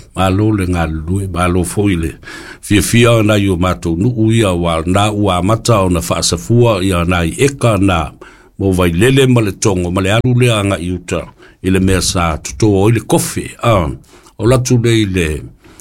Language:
Samoan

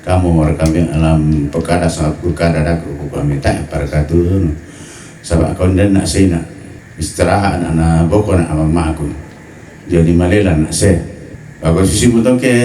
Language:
Toraja-Sa'dan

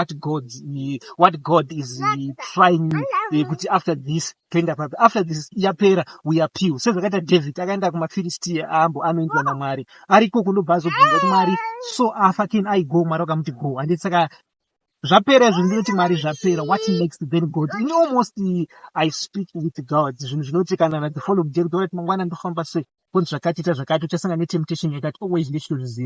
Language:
Shona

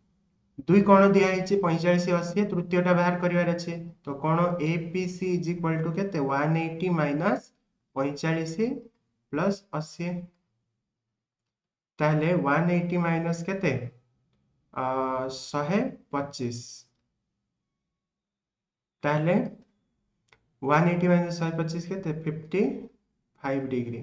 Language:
Odia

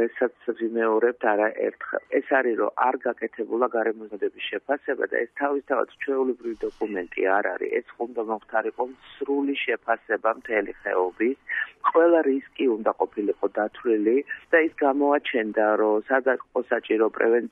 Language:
Georgian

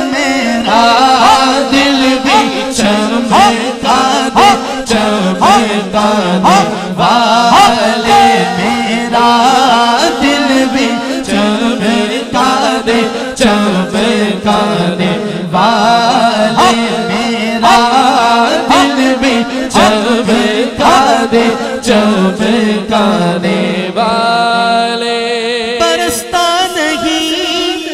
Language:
Urdu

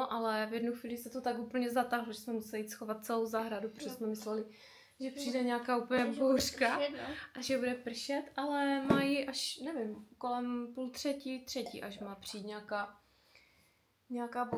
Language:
Czech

